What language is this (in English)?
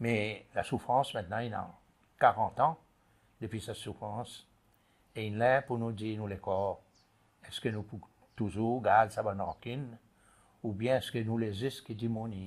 Seselwa Creole French